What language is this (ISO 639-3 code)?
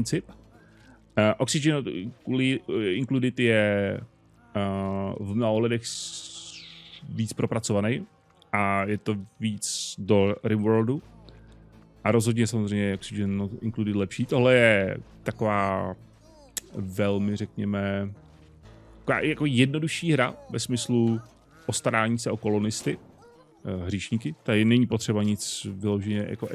ces